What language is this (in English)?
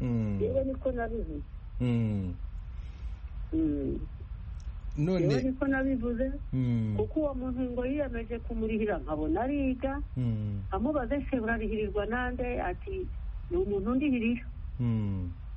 Kinyarwanda